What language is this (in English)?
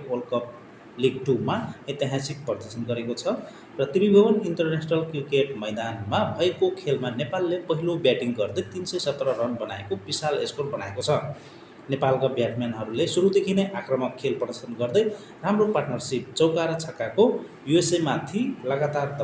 Nepali